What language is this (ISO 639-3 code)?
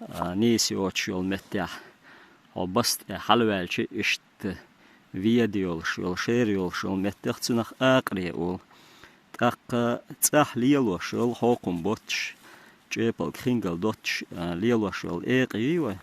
che